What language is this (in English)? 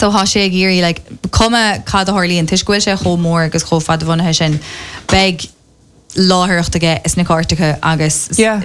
Irish